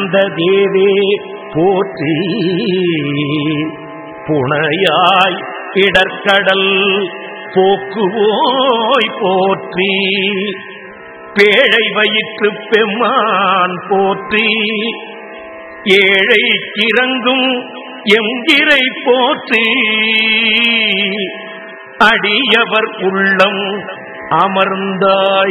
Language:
Tamil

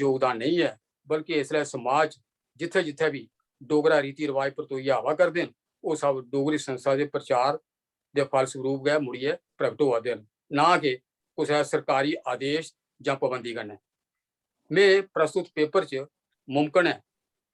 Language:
Dogri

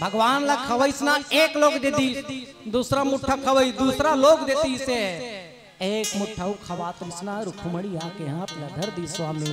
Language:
Chhattisgarhi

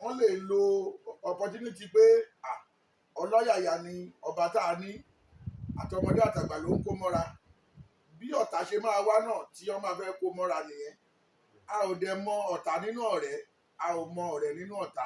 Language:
Yoruba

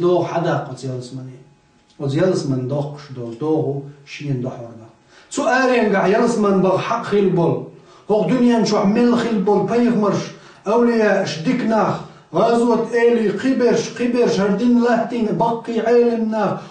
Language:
Chechen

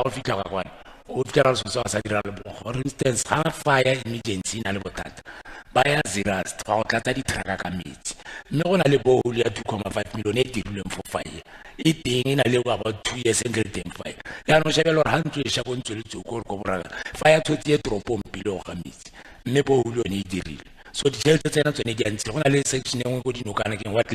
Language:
Tswana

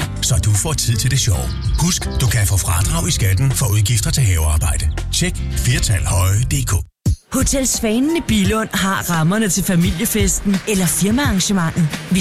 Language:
Danish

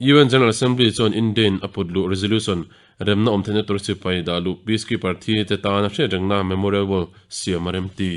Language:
Mizo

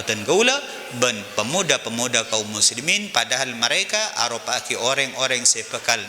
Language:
Madurese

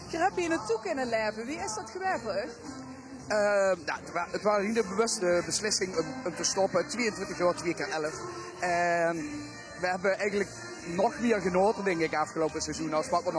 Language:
Limburgish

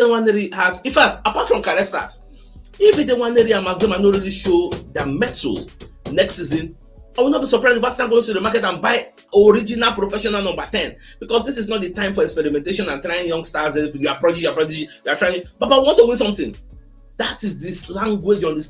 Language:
Nigerian Pidgin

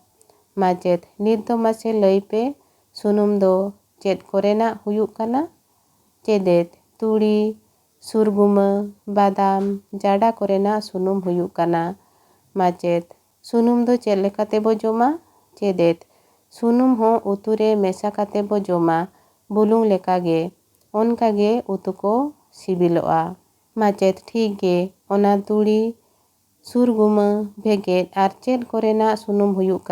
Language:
Santali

